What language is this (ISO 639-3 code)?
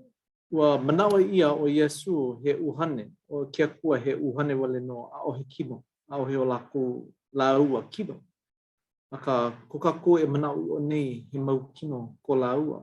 haw